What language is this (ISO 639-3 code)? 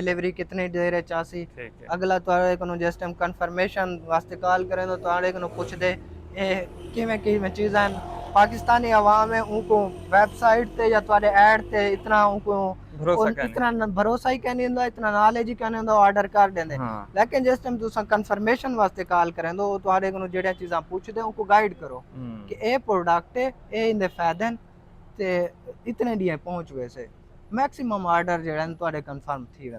skr